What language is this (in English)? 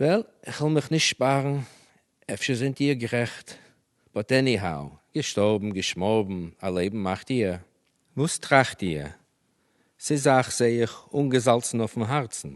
Yiddish